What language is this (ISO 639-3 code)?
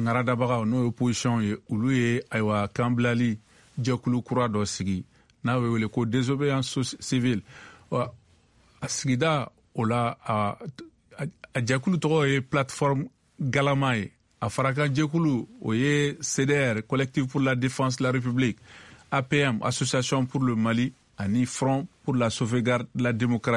bam